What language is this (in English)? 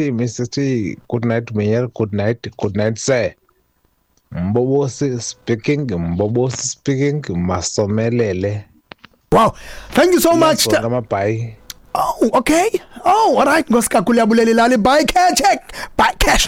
Xhosa